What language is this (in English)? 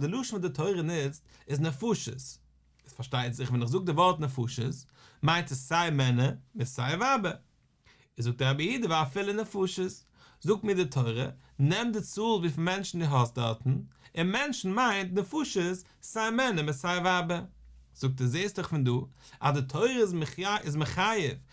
Yiddish